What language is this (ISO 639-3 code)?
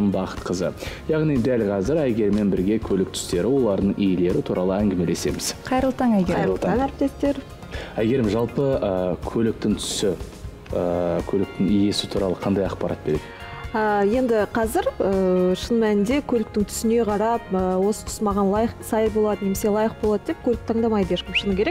kaz